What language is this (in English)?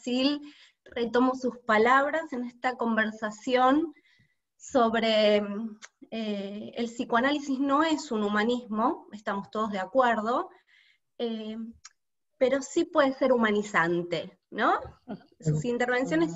Spanish